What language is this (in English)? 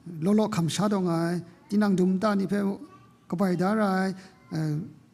Kachin